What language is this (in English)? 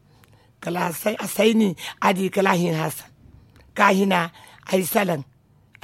Zarma